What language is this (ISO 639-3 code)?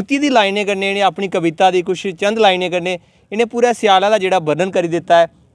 doi